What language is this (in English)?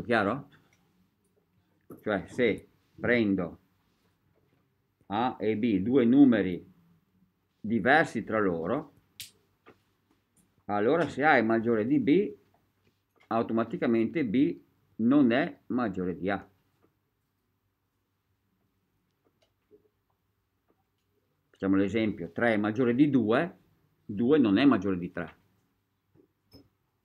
Italian